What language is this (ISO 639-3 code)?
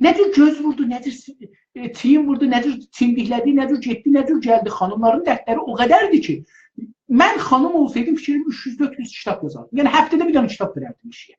azb